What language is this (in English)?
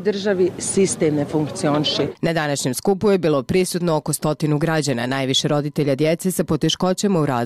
Bosnian